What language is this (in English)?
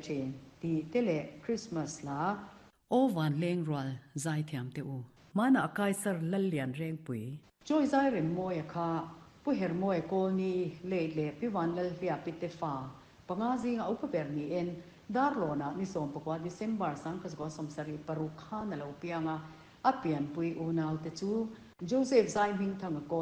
Mizo